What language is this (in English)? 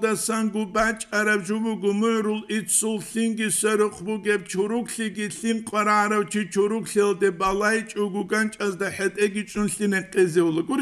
Avaric